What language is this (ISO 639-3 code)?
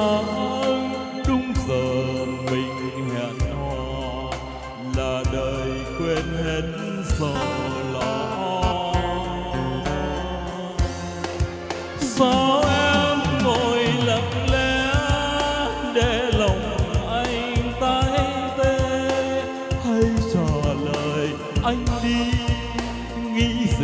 vie